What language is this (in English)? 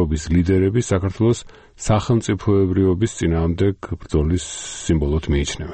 Georgian